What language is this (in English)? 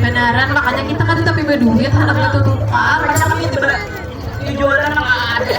Banjar